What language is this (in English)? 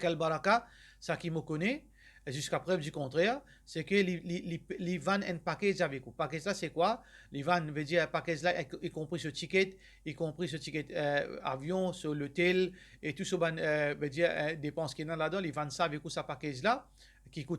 Morisyen